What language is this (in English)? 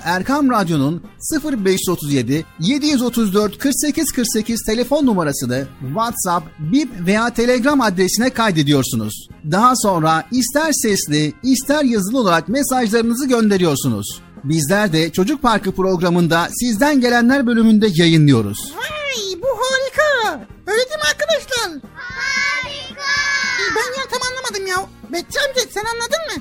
Turkish